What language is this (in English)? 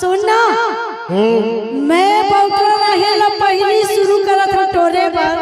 Chhattisgarhi